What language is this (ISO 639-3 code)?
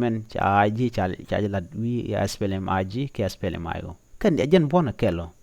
nus